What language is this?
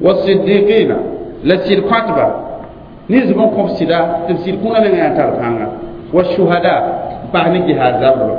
Mossi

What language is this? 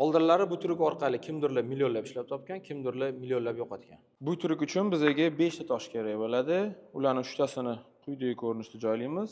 Uzbek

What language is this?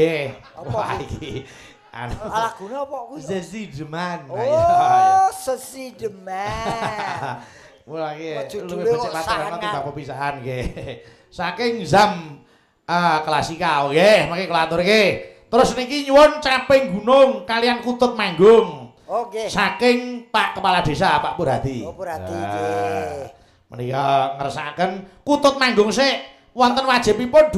Javanese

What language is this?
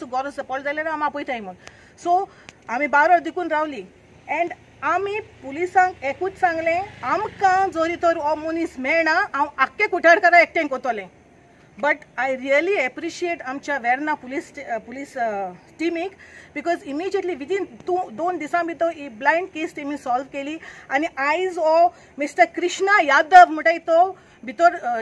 Konkani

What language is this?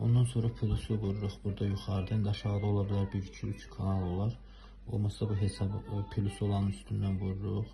Azerbaijani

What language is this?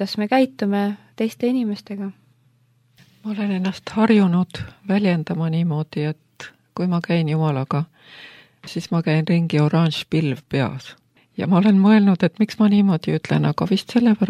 Estonian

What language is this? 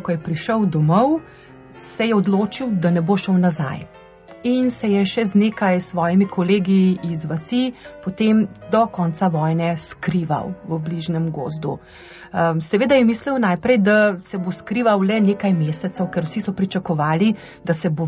Slovenian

